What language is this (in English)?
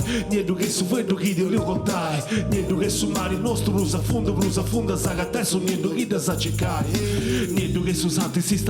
Sardinian